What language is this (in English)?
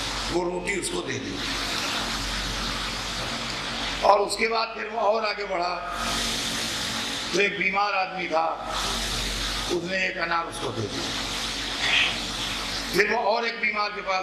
Urdu